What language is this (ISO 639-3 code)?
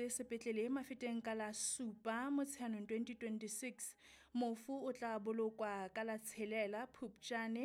sot